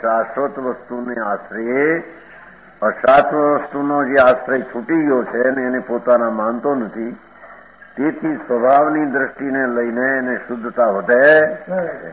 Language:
Gujarati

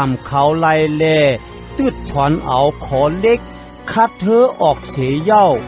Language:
Shan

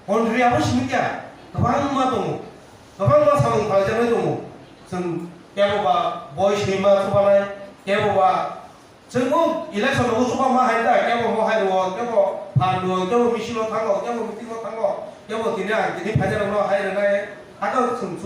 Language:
Kok Borok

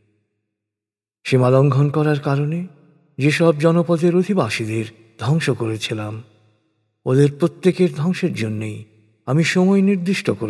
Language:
Bangla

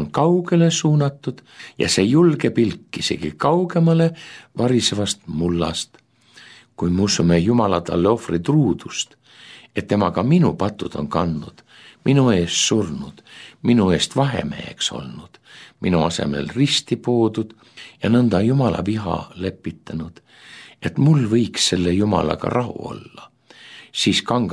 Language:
Estonian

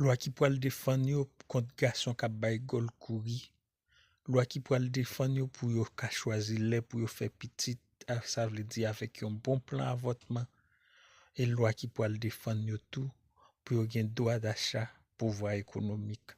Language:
Haitian Creole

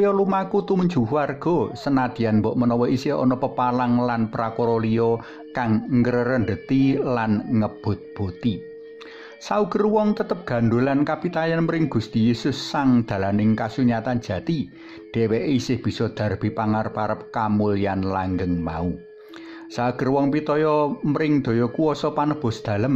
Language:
Javanese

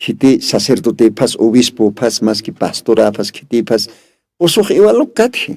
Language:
Aymara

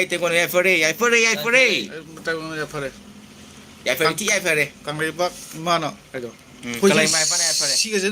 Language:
Manipuri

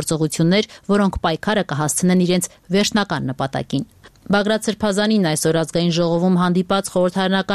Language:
Armenian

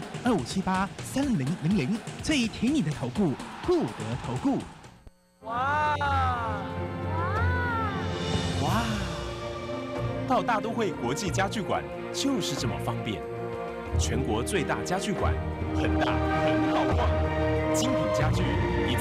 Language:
Chinese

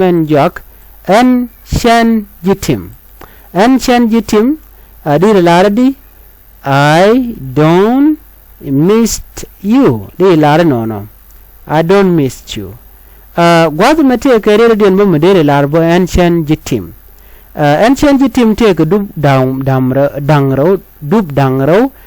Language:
Nuer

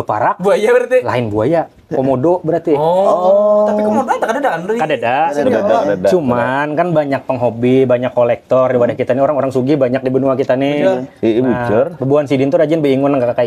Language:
Banjar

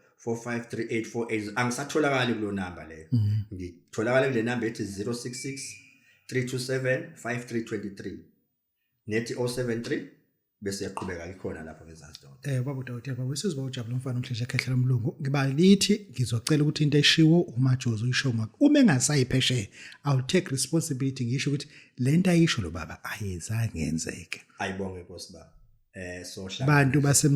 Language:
Zulu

